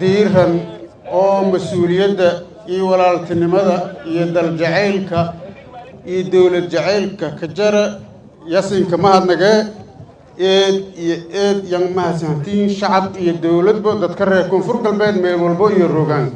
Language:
Somali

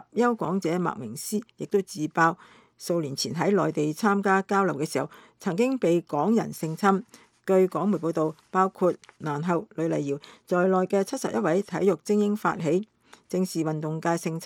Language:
Cantonese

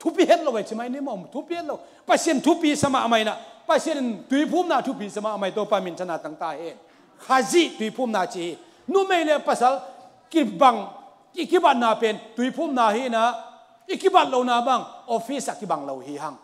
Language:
Tedim Chin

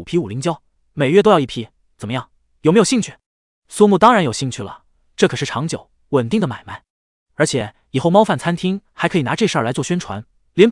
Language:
Chinese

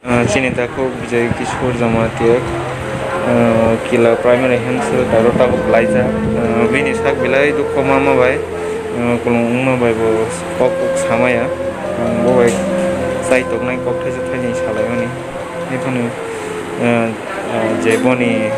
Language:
Kok Borok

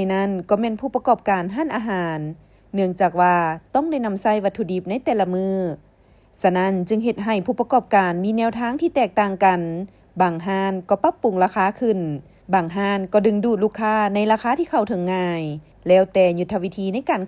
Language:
Lao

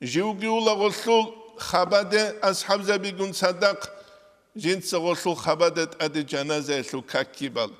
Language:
Avaric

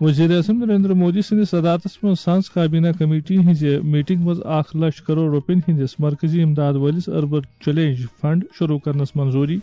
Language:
Kashmiri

